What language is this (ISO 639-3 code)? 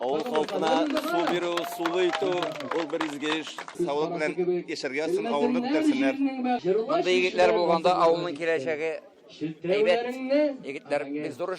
tat